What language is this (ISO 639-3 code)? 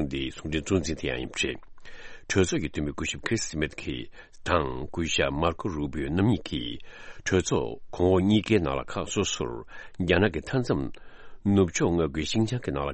bod